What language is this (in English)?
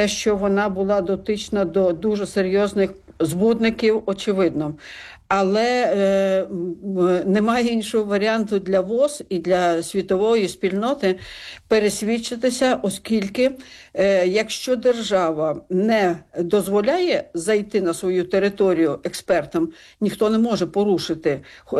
Ukrainian